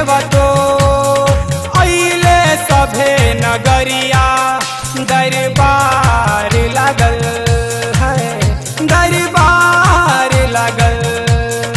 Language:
Bhojpuri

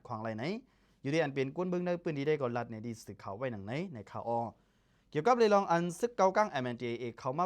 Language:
Lao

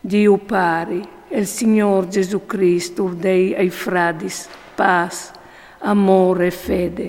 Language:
Friulian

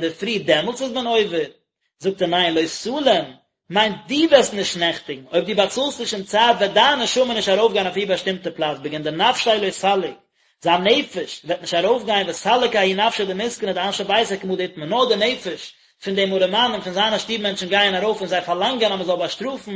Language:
Yiddish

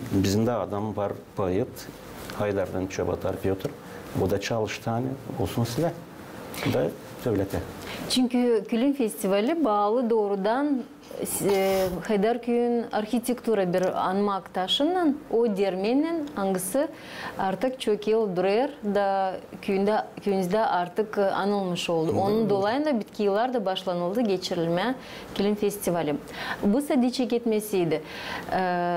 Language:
Gagauz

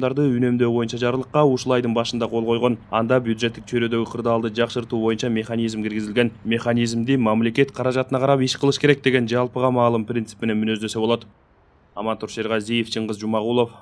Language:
Kyrgyz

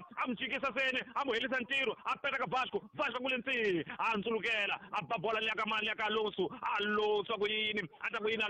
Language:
Tsonga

